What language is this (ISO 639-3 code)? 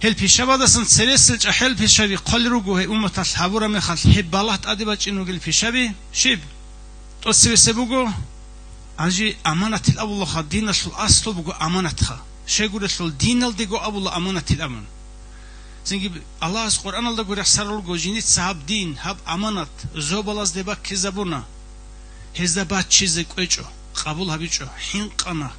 ava